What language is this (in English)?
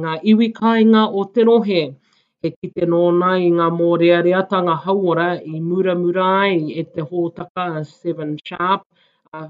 Māori